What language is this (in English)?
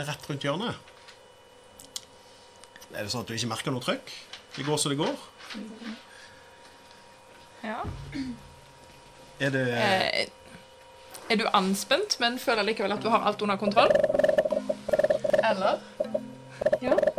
Norwegian